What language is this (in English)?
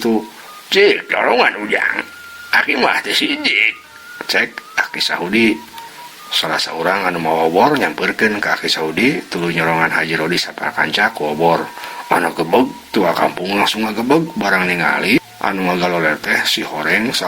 Sundanese